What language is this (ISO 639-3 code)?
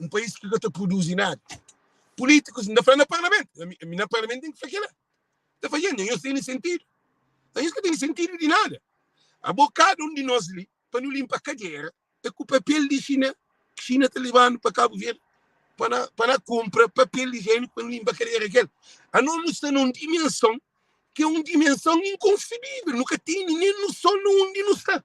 kea